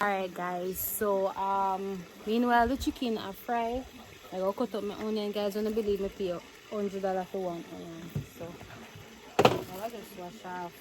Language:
Jamaican Creole English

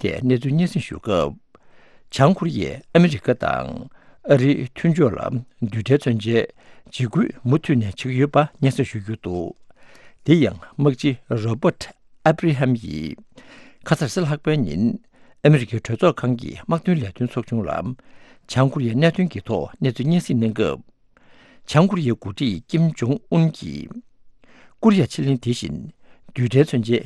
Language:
Tibetan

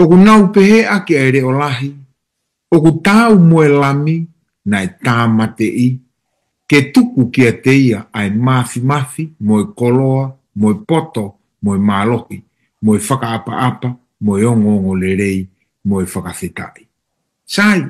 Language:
Tongan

